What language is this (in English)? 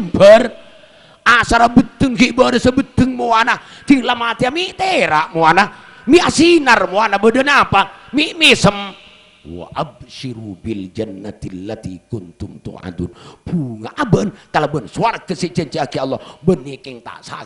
Madurese